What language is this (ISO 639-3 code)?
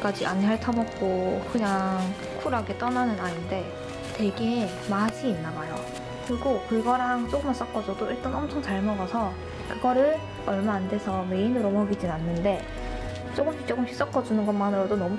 kor